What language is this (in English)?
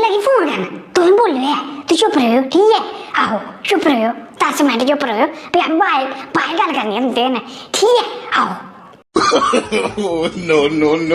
Dogri